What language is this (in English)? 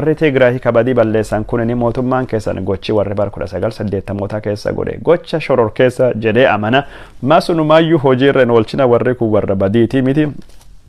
Oromo